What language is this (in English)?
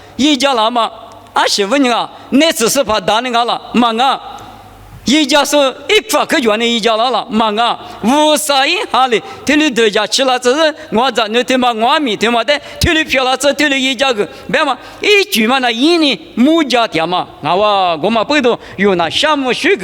Lisu